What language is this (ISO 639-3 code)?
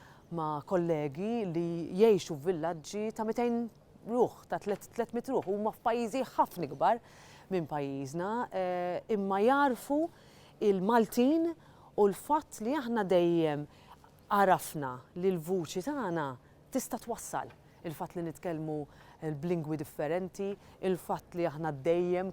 mlt